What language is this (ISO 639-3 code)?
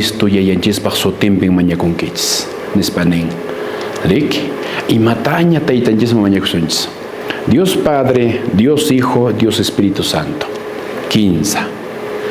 que